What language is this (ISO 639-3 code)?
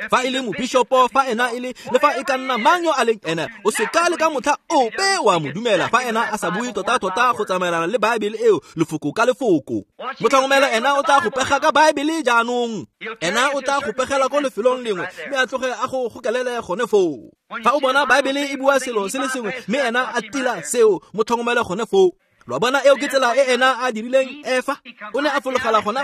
tsn